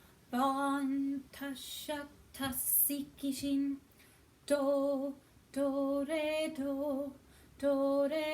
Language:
Scottish Gaelic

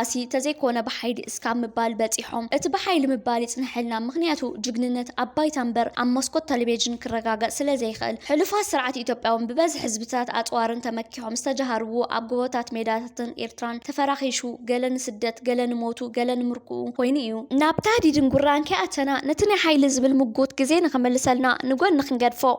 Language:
Tigrinya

